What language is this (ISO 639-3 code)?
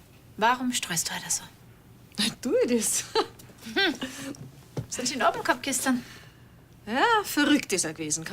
bar